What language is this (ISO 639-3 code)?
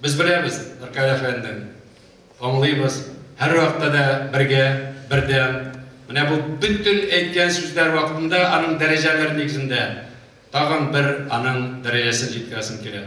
tat